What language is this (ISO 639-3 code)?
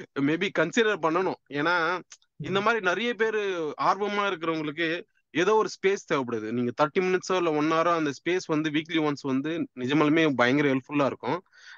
tam